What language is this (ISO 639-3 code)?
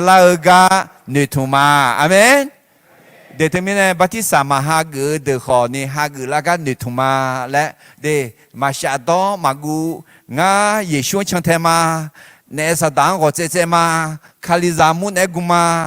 ahk